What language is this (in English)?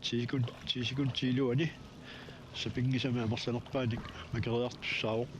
Kalaallisut